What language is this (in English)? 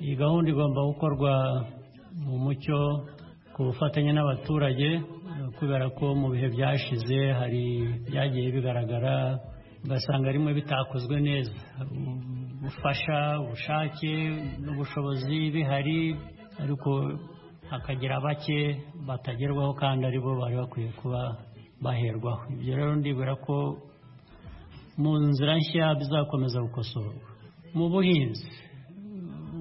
Kinyarwanda